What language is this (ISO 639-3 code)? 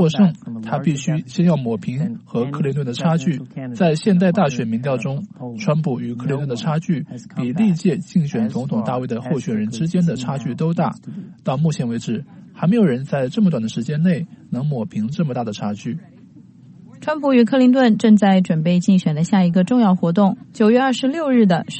zho